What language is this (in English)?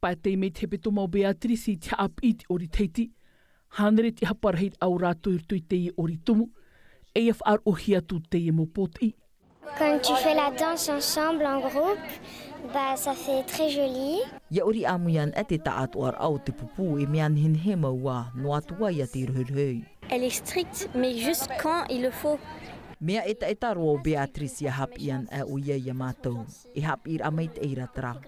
Tahitian